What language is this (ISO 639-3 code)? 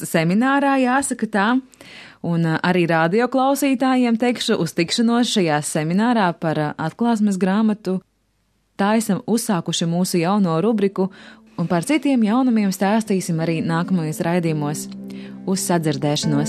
lav